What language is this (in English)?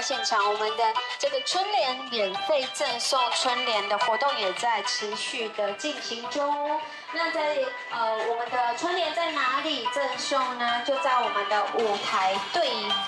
Chinese